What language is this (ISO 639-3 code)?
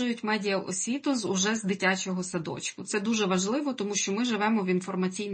ukr